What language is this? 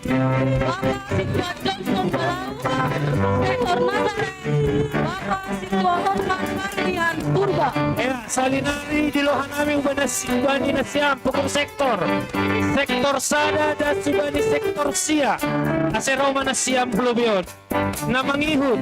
Batak Simalungun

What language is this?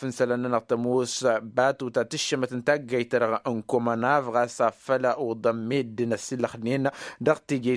Tamasheq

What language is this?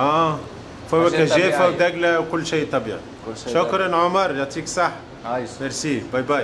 Tunisian Arabic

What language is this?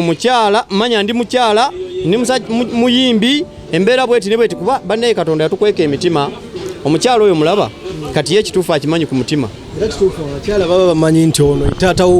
Ganda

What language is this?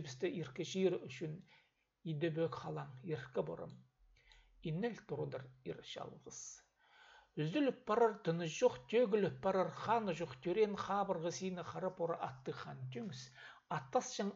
Khakas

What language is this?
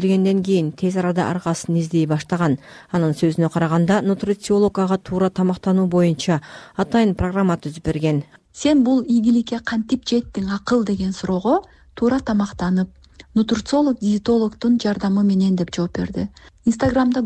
Kyrgyz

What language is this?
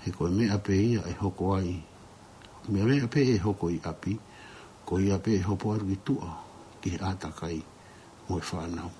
Tongan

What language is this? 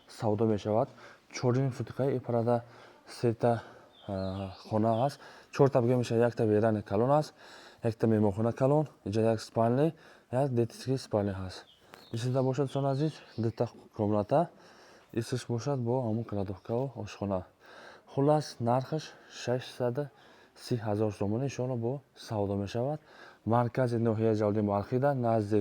Tajik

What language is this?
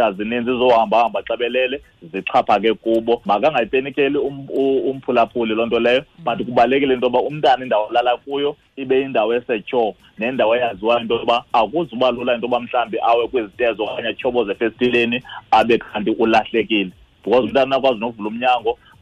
Xhosa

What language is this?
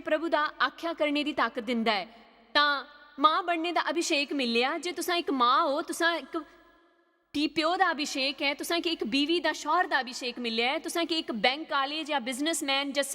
Dogri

